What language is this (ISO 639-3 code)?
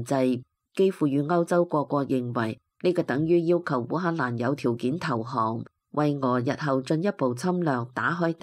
yue